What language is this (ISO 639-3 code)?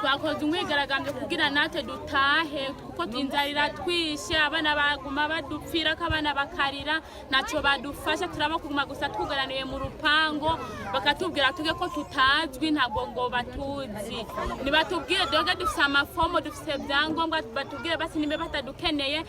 run